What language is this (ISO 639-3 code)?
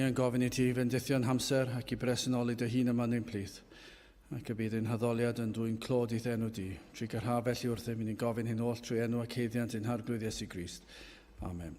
cym